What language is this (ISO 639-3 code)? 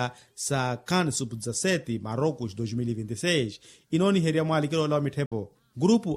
vmw